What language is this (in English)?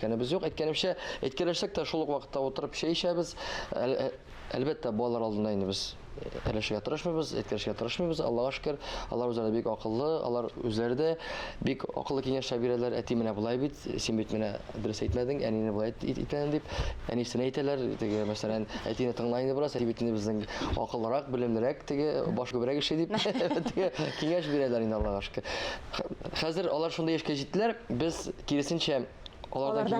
Tatar